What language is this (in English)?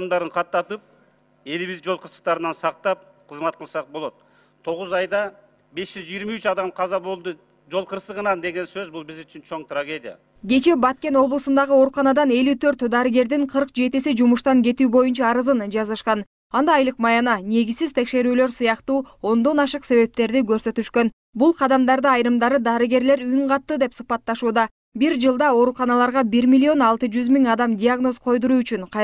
Kyrgyz